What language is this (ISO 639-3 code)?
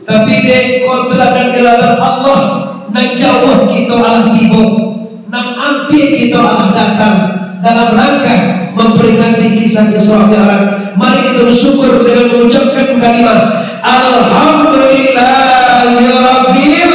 min